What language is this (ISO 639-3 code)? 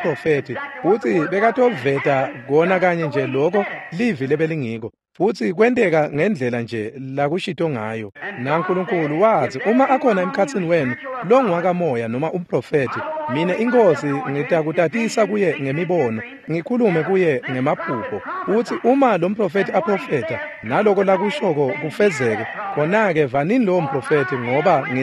ssw